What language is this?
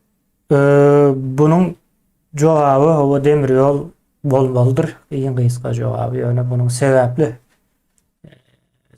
Turkmen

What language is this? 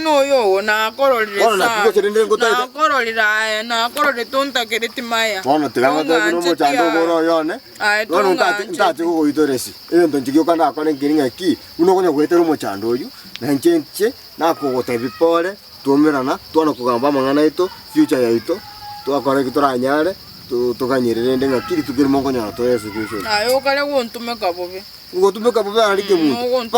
Gusii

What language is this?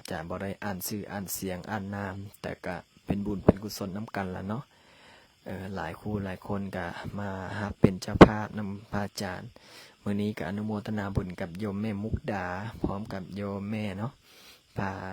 Lao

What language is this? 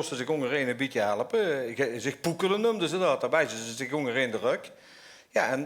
Limburgish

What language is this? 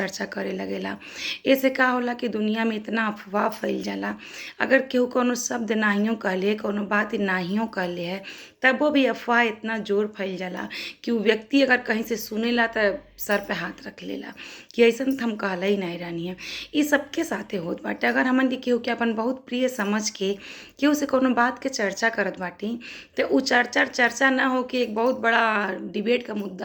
Bhojpuri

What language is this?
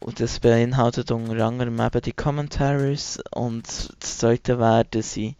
Swiss German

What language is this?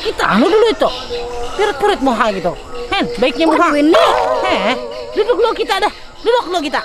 Banjar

